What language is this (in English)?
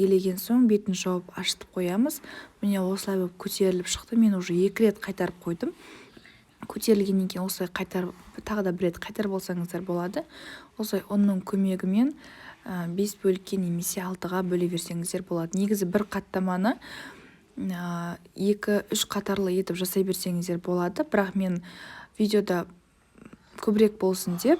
Kazakh